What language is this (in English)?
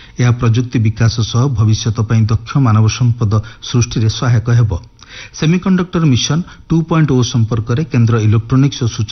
Odia